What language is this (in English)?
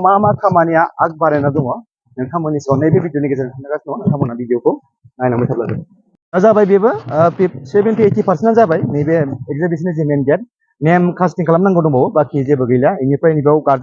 Bodo